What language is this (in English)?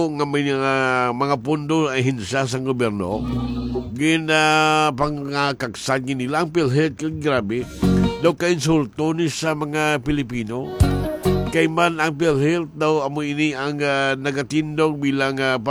Hiligaynon